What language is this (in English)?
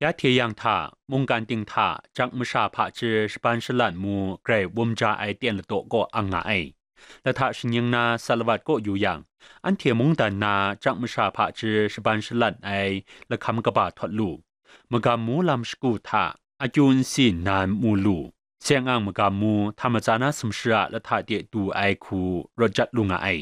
Kachin